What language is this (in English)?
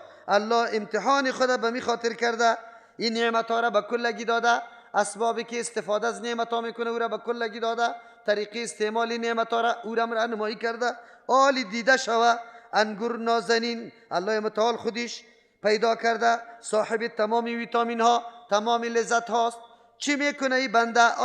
Persian